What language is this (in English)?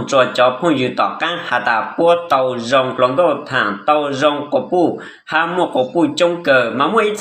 Hmong